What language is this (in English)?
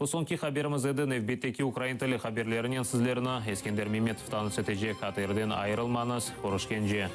Crimean Tatar